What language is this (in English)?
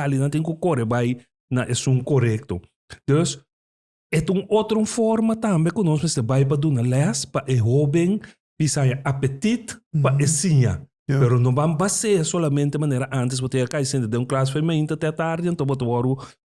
Papiamento